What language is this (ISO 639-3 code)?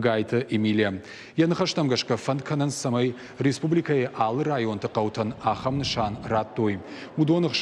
oss